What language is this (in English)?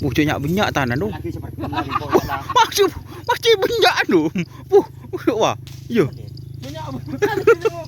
Madurese